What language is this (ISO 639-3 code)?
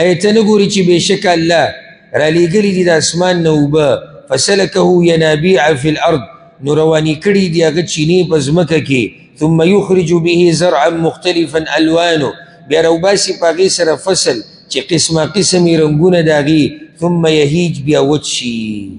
pus